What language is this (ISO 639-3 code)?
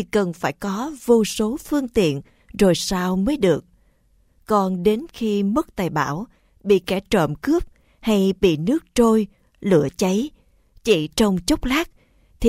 vie